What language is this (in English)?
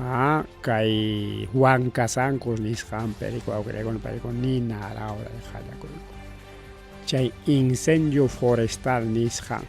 Ayacucho Quechua